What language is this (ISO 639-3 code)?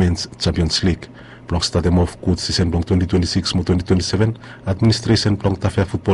bis